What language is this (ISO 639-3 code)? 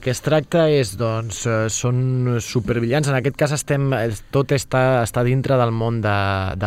cat